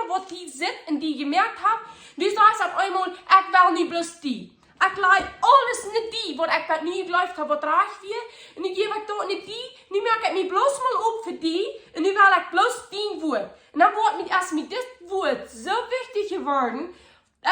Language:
Plautdietsch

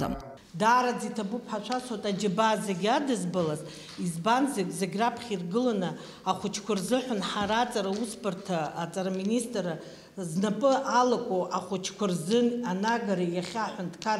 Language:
Abkhazian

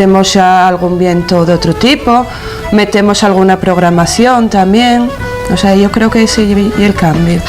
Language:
Asturian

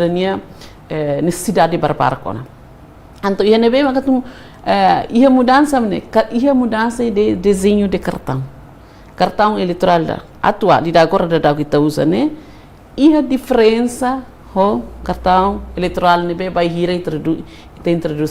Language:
Tetum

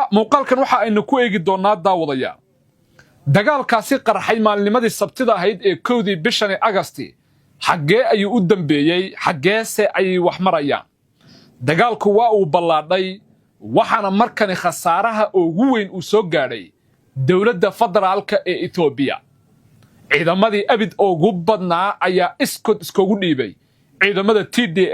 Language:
Somali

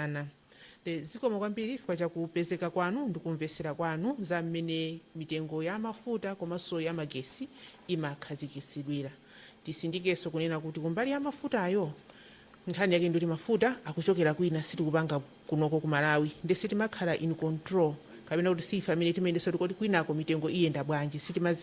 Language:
Nyanja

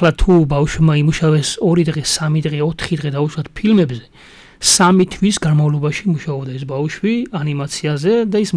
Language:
Georgian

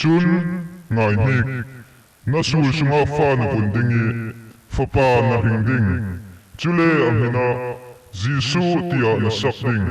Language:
Falam Chin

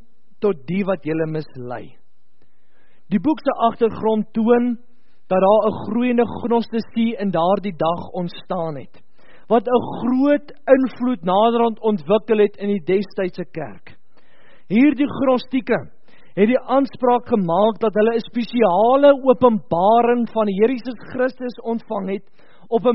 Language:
Afrikaans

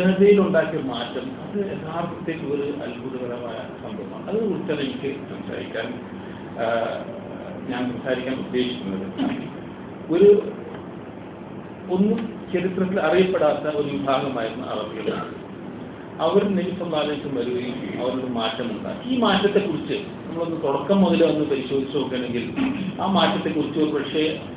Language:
Malayalam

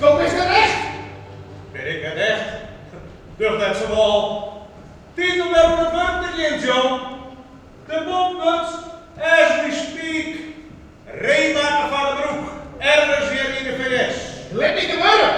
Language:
Western Frisian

